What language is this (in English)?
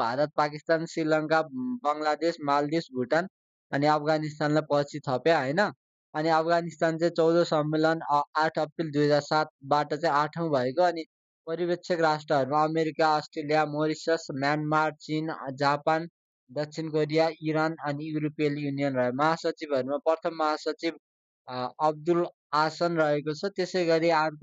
Nepali